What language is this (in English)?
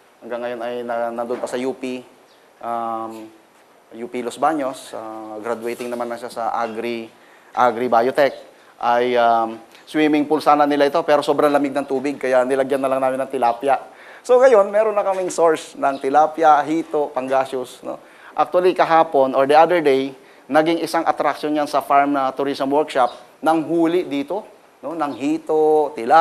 Filipino